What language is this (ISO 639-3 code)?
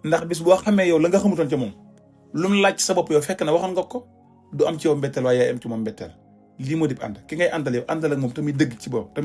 wol